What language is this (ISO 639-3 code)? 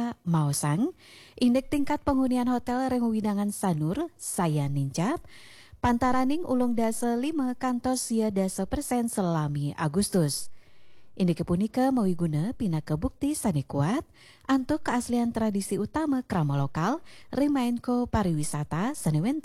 ban